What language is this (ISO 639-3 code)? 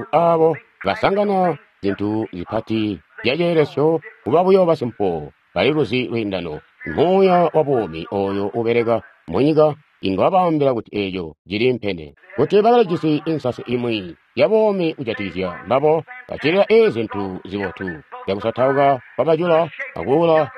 toi